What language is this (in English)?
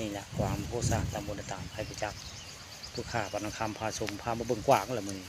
Northeastern Thai